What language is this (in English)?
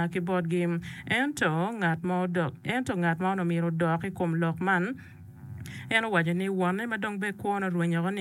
Acoli